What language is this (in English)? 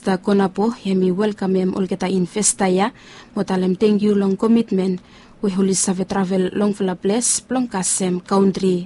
Bislama